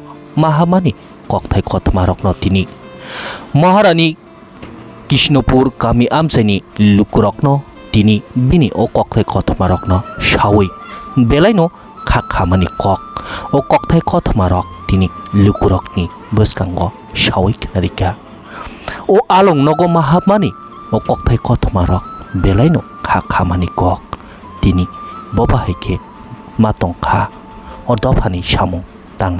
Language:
Kok Borok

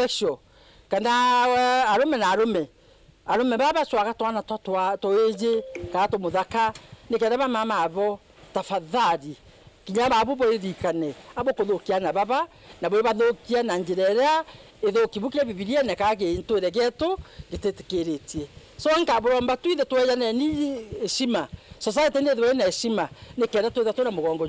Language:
Meru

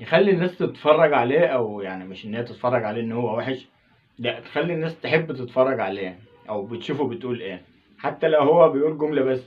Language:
Egyptian Arabic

